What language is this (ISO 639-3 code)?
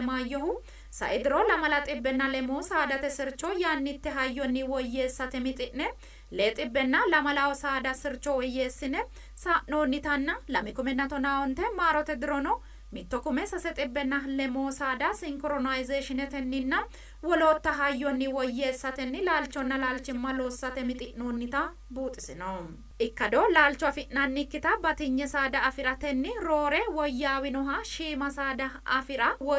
sid